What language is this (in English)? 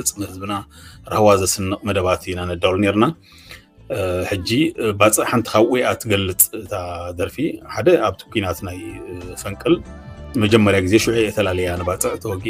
Tigrinya